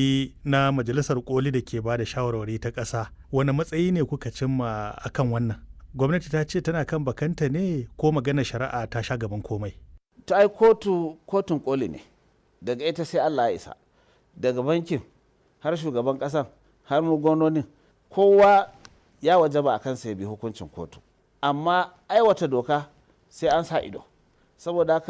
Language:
Hausa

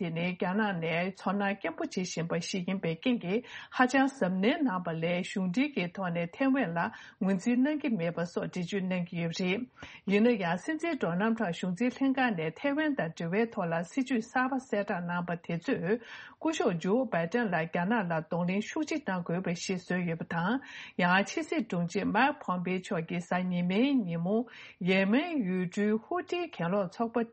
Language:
Tibetan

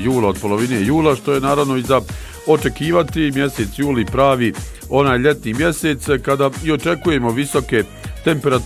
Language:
Bosnian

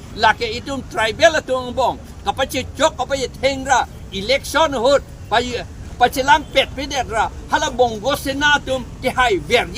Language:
Karbi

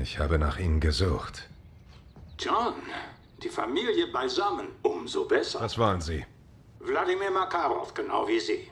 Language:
Bavarian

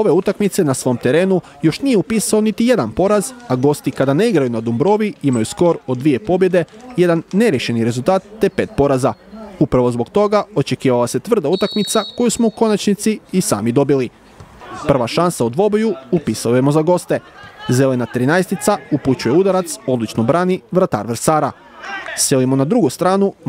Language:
Croatian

